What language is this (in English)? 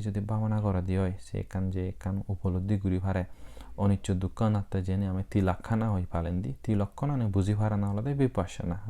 Chakma